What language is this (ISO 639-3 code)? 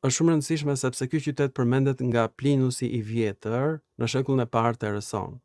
sqi